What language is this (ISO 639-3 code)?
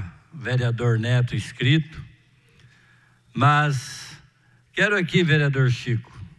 por